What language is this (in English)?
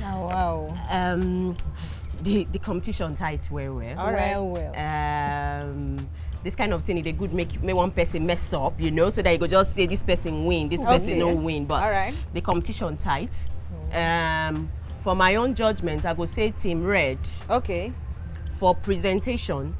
Nigerian Pidgin